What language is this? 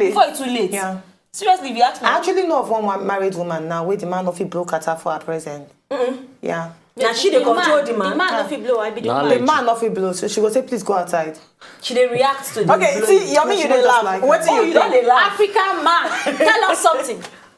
Nigerian Pidgin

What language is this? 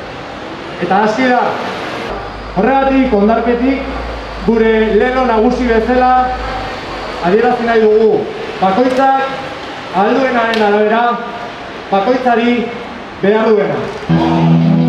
Basque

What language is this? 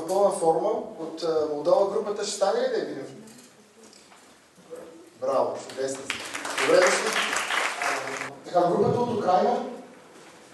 Bulgarian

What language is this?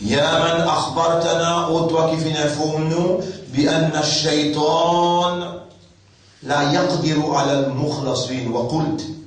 Morisyen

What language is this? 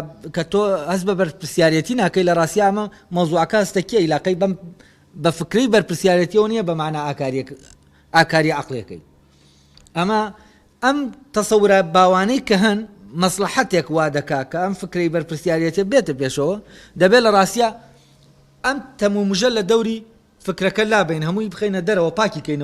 Central Kurdish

